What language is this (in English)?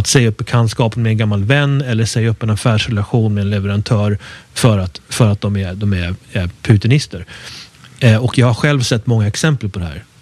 Swedish